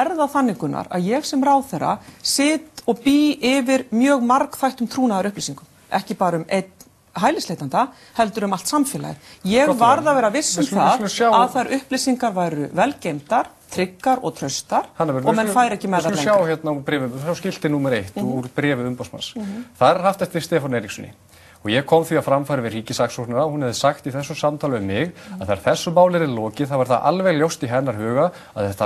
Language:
Icelandic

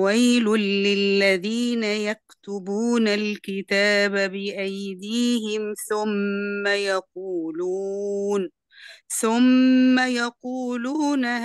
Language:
Arabic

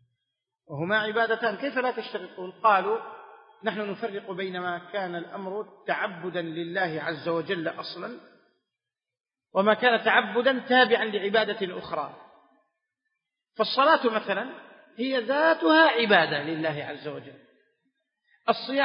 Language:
Arabic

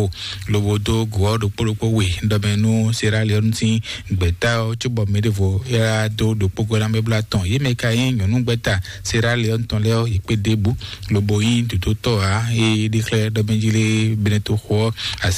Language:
Fon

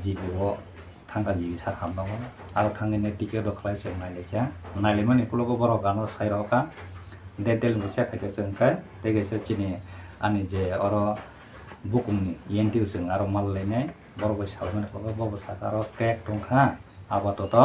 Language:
Kok Borok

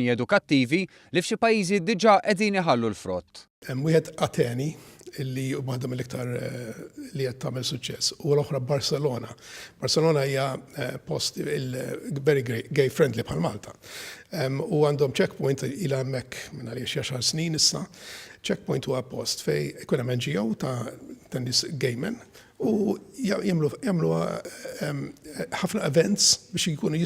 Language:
Maltese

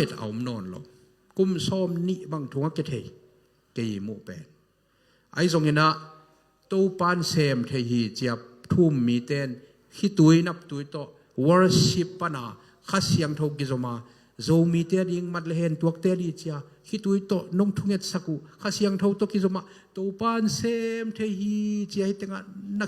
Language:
Tedim Chin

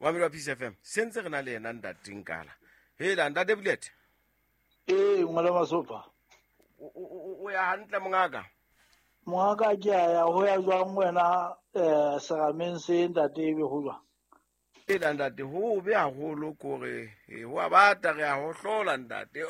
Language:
Southern Sotho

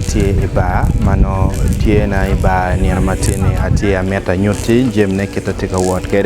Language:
Acoli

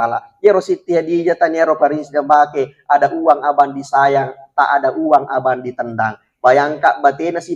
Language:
Buginese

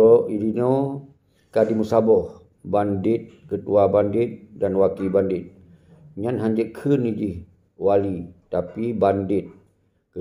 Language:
Achinese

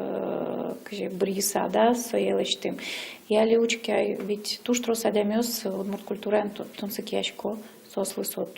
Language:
Udmurt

